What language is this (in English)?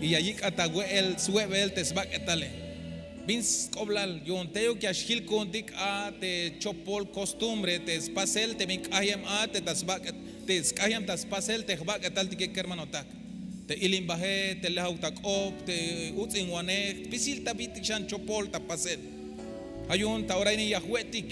Tzeltal